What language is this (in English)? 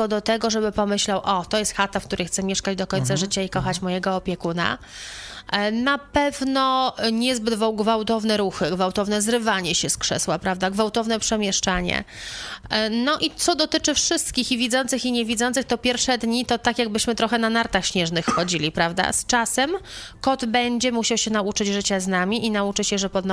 Polish